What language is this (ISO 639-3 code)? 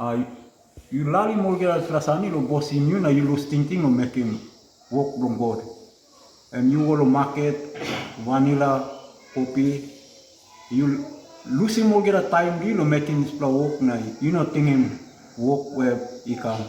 tpi